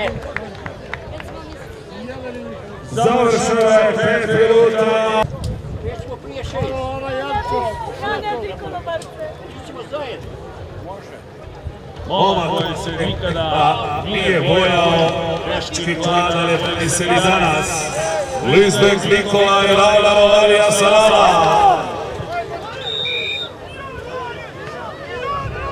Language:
Croatian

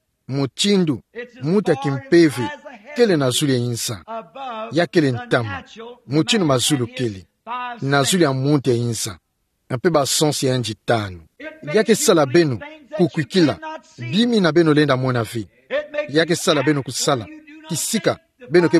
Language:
Kituba (Democratic Republic of Congo)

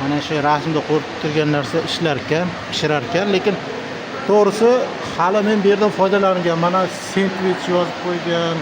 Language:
Uzbek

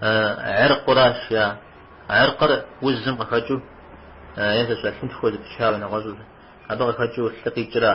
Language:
Kabardian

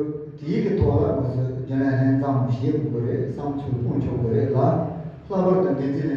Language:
Tibetan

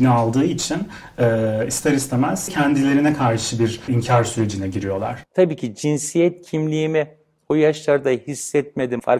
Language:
Turkish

